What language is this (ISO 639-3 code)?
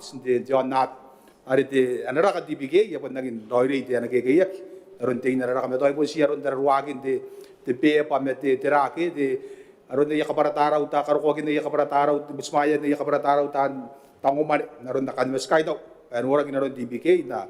gil